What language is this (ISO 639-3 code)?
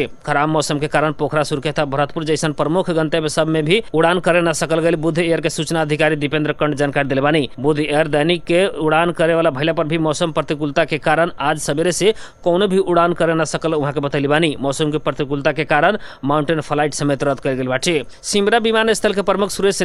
bho